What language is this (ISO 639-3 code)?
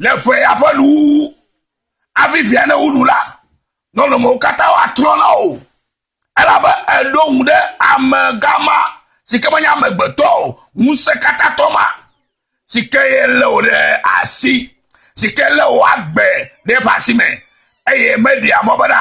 ewe